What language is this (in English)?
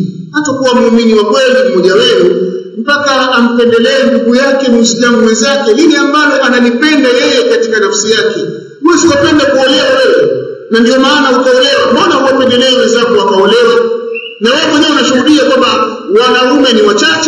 Swahili